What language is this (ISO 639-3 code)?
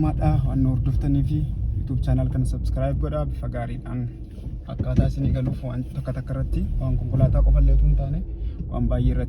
orm